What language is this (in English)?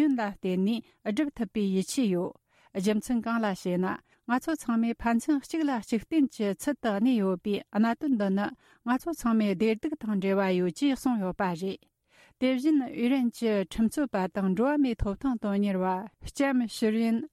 Tibetan